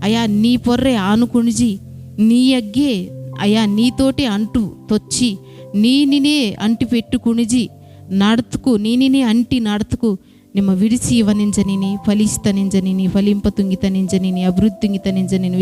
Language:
Koya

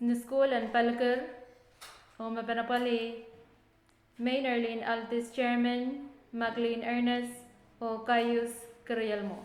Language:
Pohnpeian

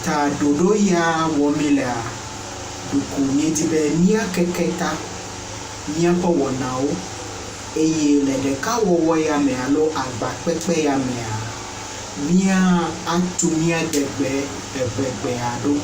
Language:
Ewe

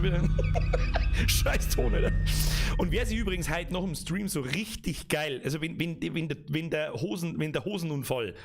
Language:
Bavarian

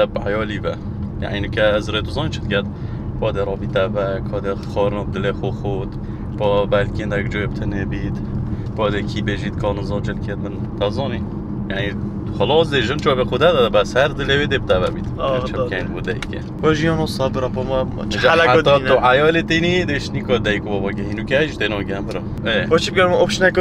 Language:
Kurdish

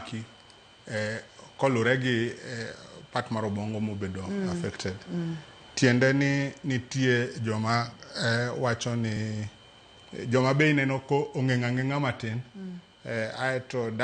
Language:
Luo (Kenya and Tanzania)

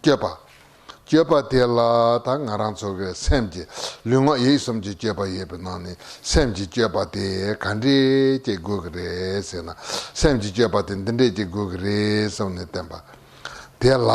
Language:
Tibetan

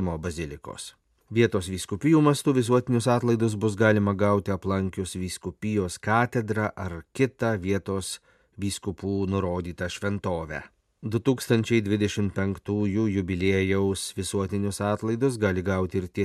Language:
Lithuanian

